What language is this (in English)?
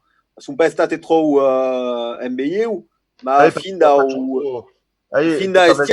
Occitan